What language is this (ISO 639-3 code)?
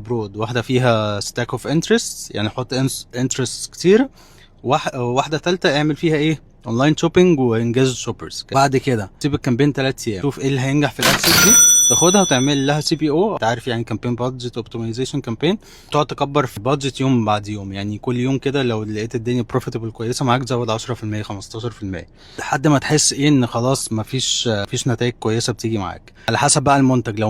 arz